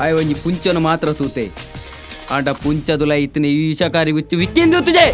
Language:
Tulu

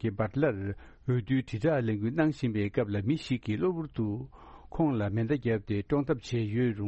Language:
Tibetan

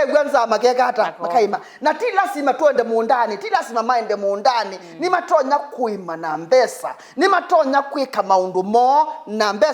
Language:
Kamba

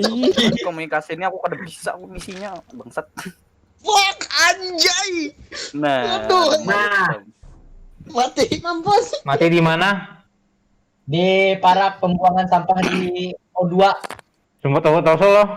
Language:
Banjar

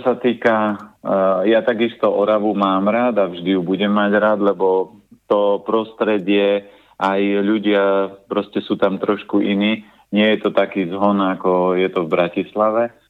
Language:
Slovak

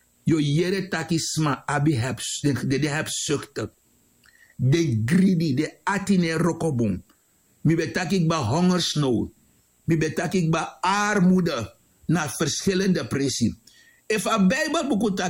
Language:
Sranan Tongo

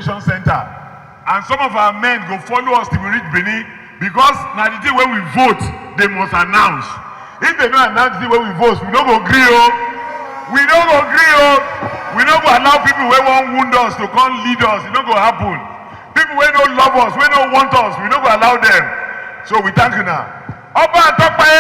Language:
Nigerian Pidgin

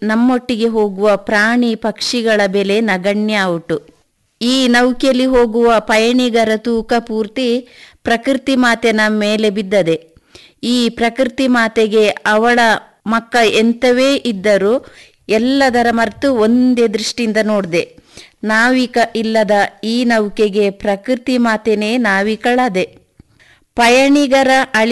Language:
Kannada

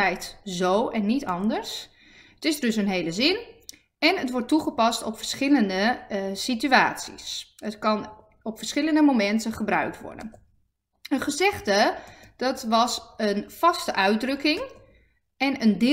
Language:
Dutch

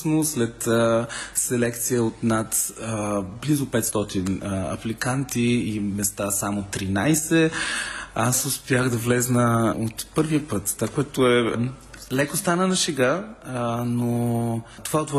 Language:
Bulgarian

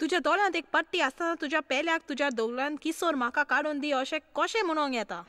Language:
Konkani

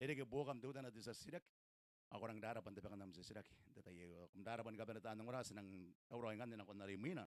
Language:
Gilbertese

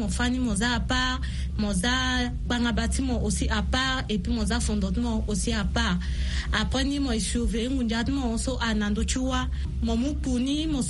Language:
Sango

